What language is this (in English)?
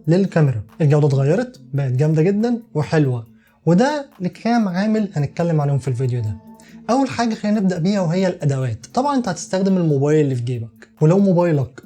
Egyptian Arabic